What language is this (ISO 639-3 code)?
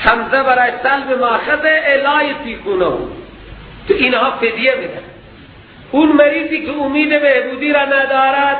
fas